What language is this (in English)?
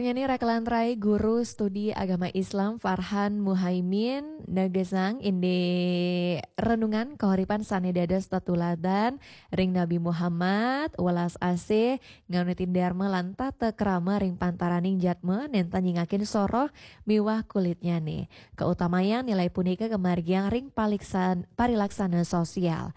Balinese